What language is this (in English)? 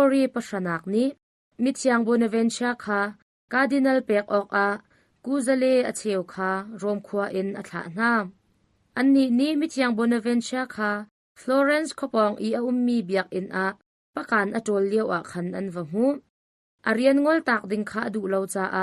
Hakha Chin